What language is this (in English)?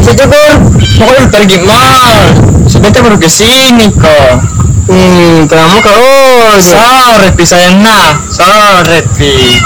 Makassar Malay